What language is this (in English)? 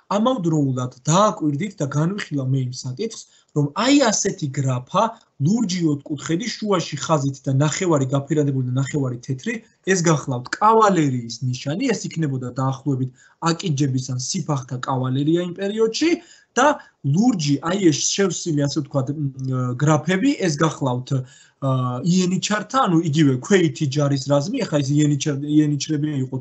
Georgian